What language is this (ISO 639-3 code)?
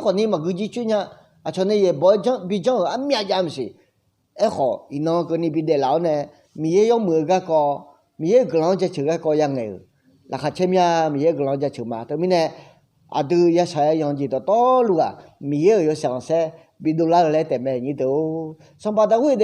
ahk